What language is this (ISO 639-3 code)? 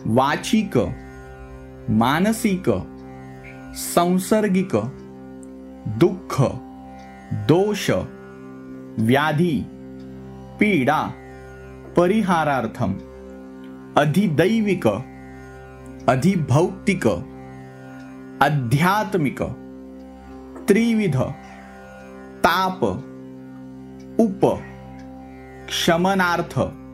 mar